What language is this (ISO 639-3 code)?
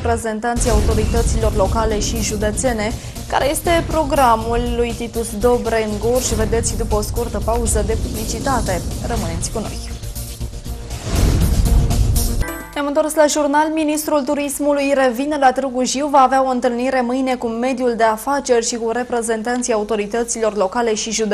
ron